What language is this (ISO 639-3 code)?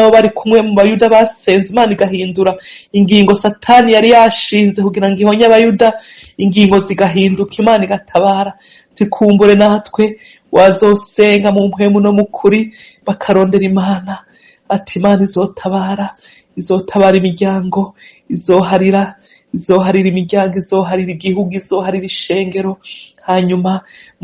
run